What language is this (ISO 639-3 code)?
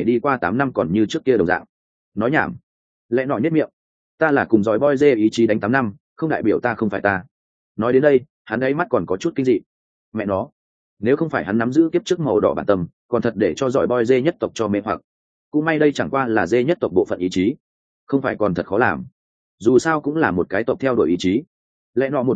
vie